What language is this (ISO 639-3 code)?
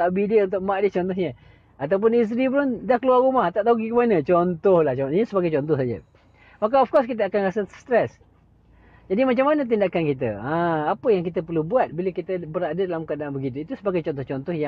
msa